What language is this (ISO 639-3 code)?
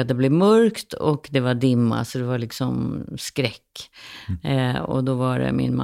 swe